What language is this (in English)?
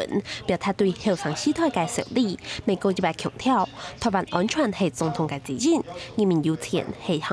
Hakka Chinese